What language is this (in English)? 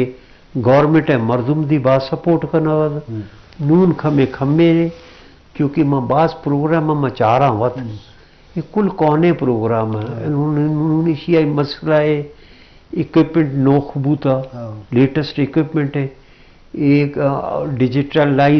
Eastern Balochi